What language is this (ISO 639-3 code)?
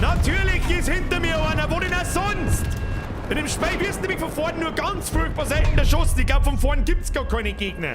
bar